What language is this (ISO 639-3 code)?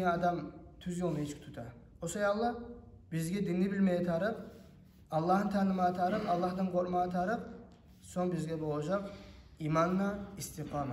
kum